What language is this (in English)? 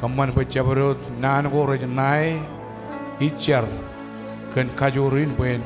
Marshallese